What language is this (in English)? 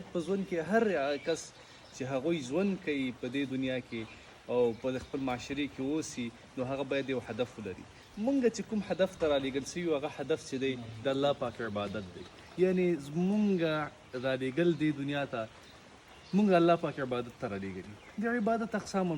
Pashto